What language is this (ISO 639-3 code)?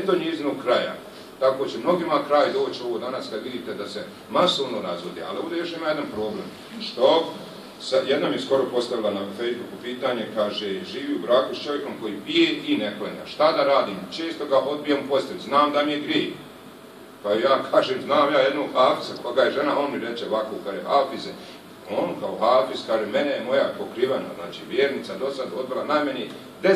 bos